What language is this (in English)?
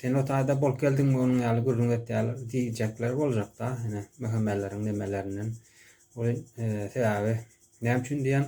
Turkmen